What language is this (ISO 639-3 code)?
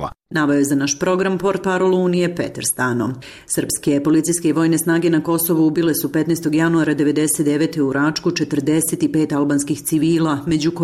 srp